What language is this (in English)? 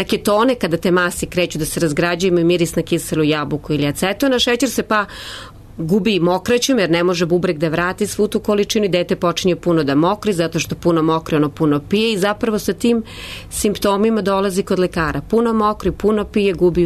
Serbian